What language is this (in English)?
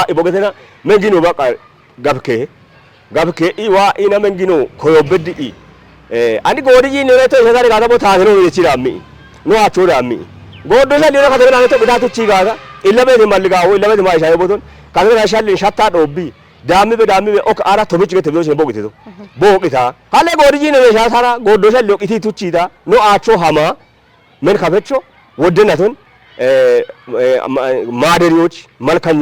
Kafa